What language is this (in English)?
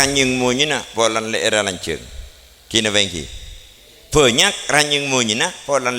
Madurese